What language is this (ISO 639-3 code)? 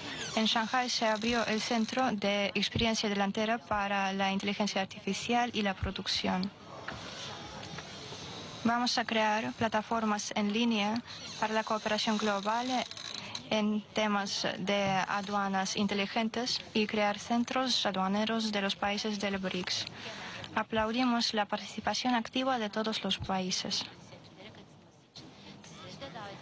spa